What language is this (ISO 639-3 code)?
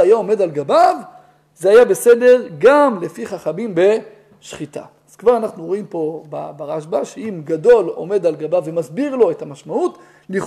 heb